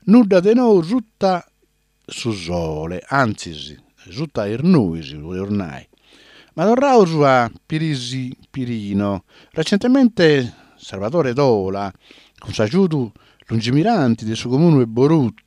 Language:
Sardinian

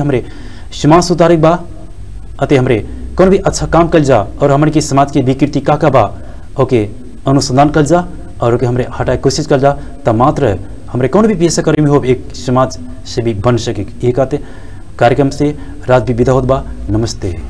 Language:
Bhojpuri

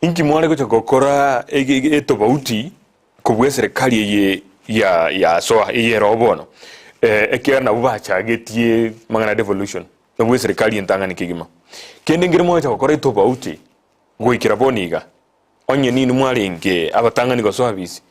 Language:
Gusii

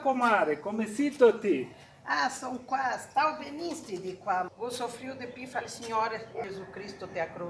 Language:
Venetian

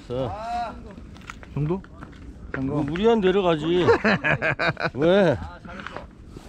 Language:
Korean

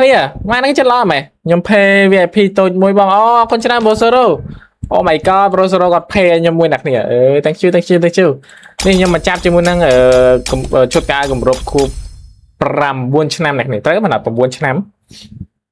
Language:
Khmer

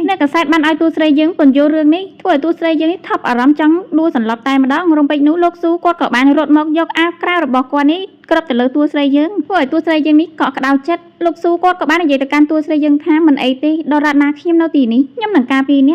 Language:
Khmer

